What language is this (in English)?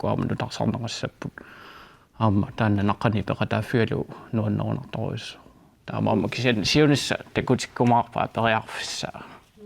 Kalaallisut